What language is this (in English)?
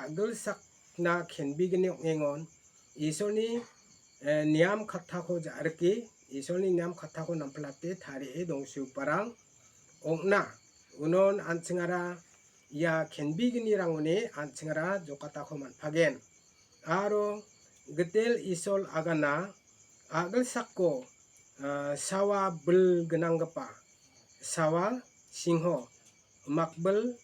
Garo